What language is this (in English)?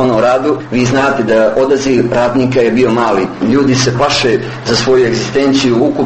Serbian